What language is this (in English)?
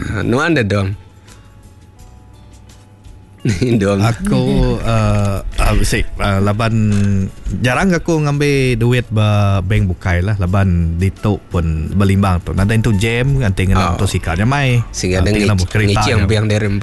Iban